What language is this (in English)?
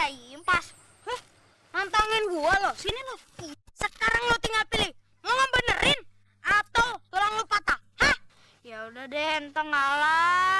Betawi